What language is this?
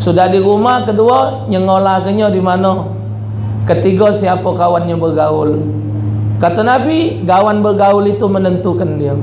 Musi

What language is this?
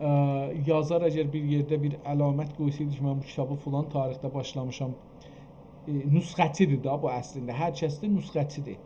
South Azerbaijani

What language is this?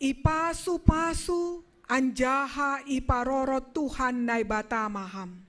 Batak Simalungun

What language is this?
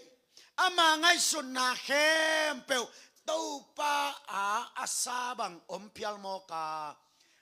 Tedim Chin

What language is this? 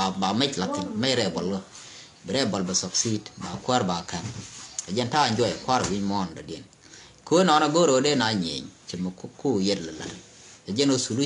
Nuer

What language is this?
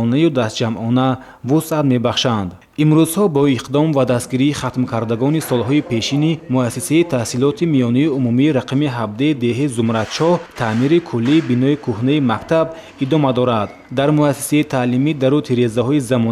Tajik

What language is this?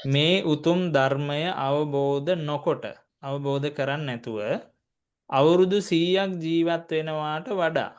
Sinhala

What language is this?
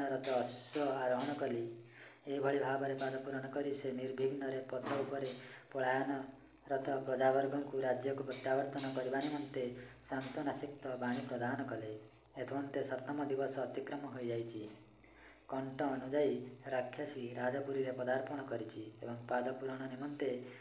Odia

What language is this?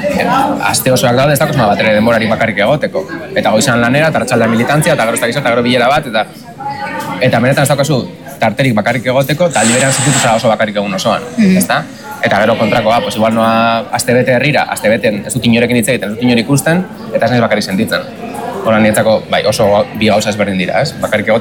Basque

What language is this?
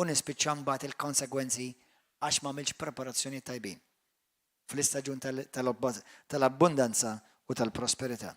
Maltese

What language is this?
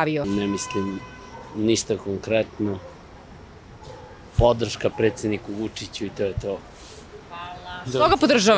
Serbian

